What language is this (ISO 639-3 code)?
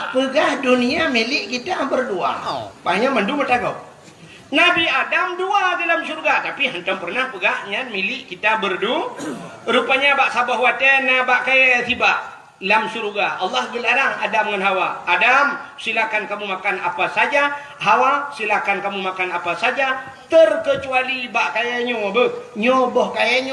ace